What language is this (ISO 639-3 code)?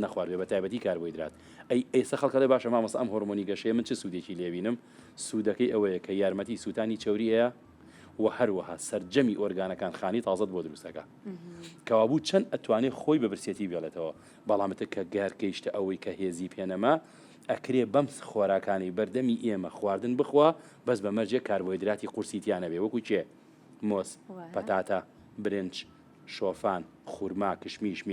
ckb